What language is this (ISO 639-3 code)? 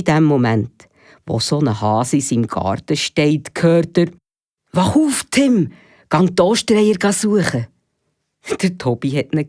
gsw